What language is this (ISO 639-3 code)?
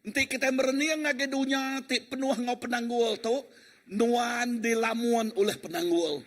iba